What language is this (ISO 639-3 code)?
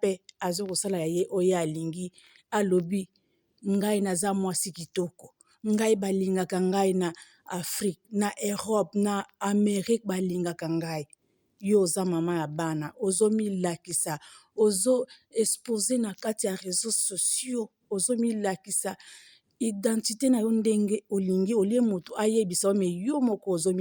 lin